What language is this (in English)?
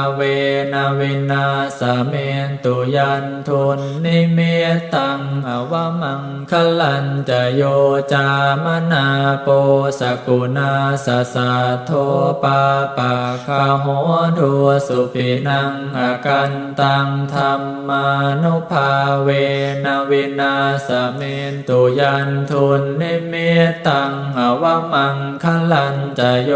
Pali